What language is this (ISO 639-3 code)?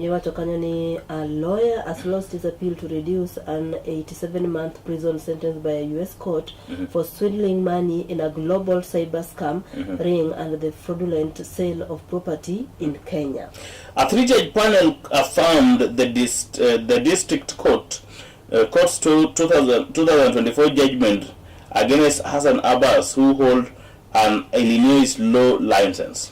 luo